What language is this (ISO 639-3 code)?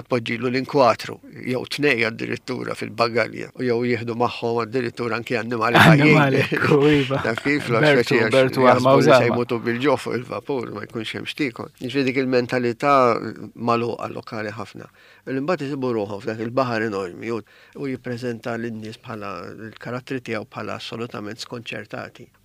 mlt